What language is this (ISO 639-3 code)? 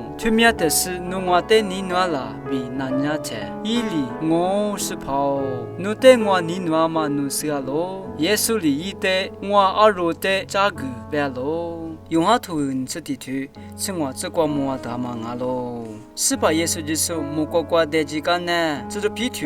lis